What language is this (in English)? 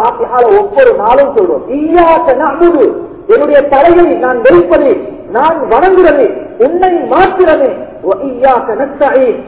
Tamil